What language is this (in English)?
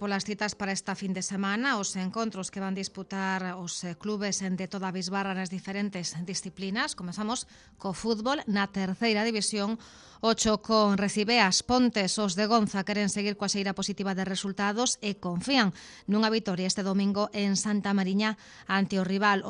Galician